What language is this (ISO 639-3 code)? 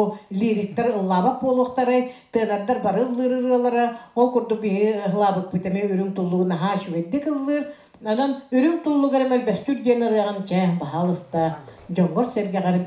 sah